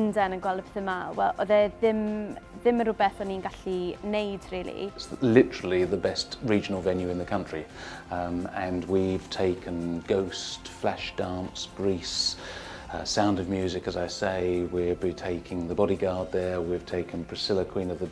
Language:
Welsh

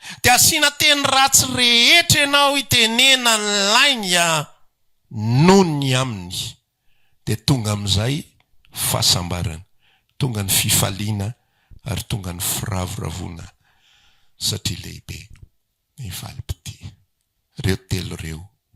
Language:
Malagasy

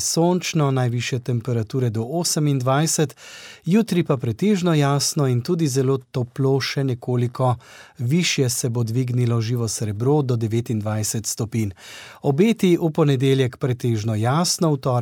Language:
Slovenian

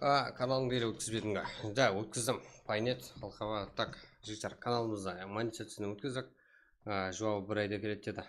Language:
Kara-Kalpak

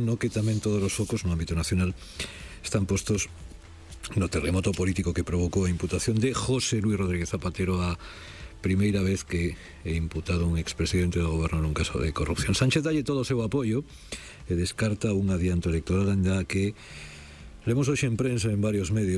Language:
Galician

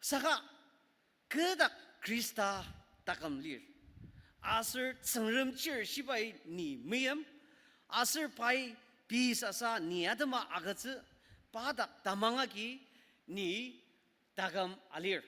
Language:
Ao Naga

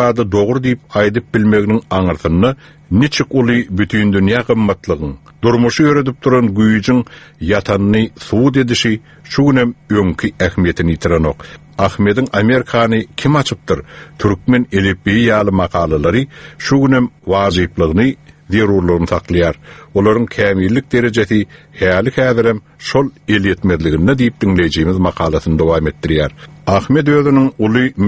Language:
Turkmen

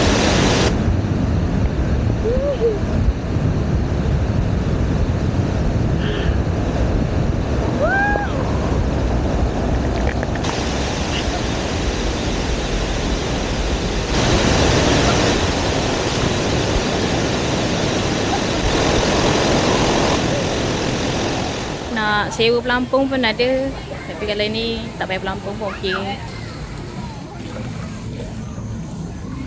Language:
Malay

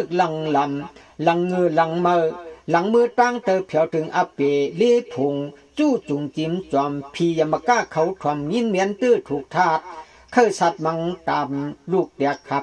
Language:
Shan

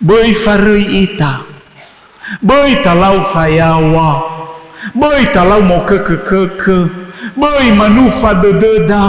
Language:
Nias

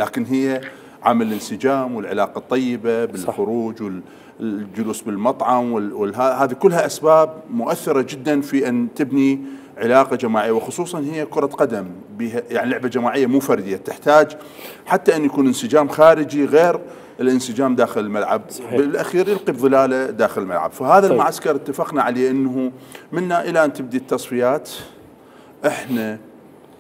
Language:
Mesopotamian Arabic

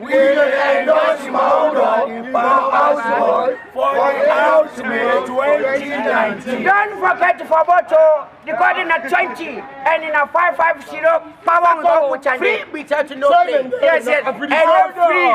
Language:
Krio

